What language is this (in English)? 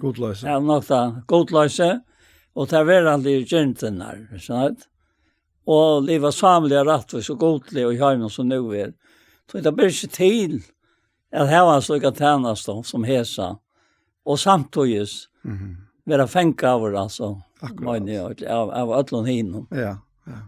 Faroese